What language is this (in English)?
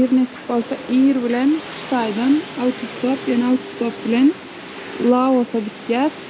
Turkmen